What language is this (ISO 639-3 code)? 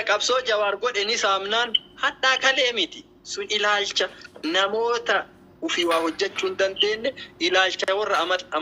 orm